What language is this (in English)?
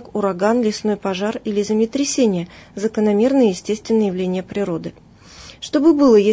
Russian